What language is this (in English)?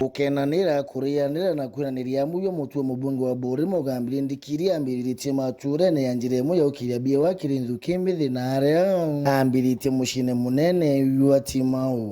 Meru